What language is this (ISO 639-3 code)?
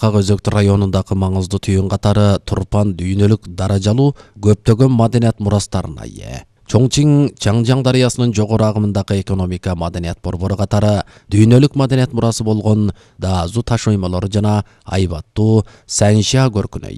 kir